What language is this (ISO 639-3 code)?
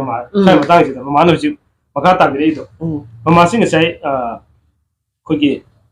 mni